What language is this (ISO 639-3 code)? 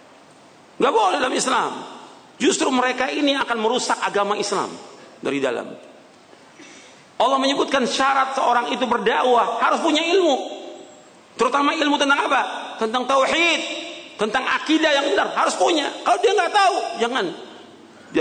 ind